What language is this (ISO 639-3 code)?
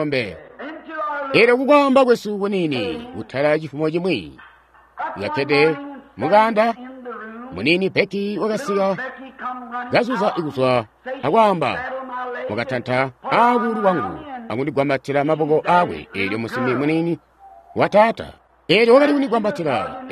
toi